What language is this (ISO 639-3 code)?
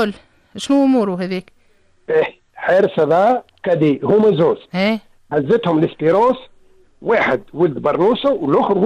aeb